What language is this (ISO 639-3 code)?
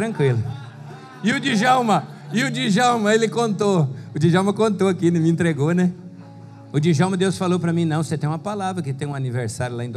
por